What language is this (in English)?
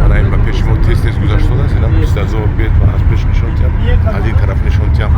Tajik